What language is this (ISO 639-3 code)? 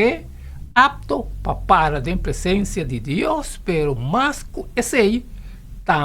pap